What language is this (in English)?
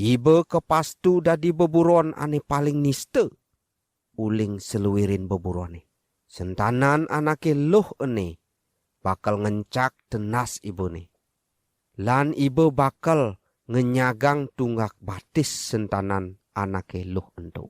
Balinese